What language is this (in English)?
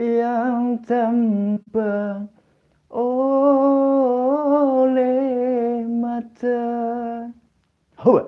Betawi